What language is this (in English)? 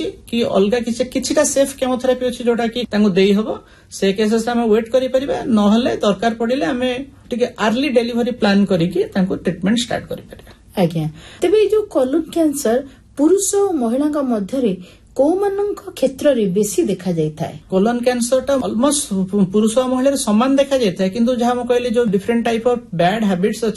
Odia